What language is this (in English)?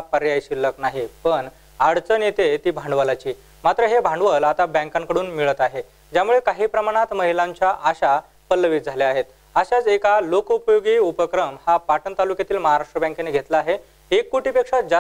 Marathi